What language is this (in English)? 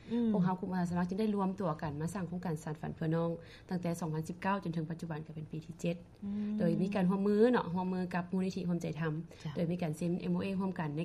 Lao